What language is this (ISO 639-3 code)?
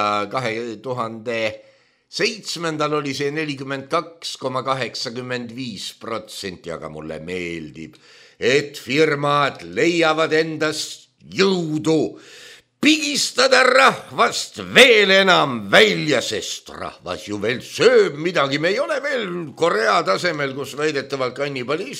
est